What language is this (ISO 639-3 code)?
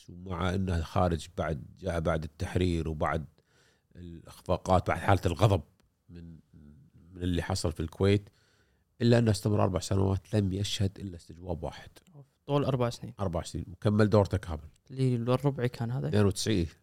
afb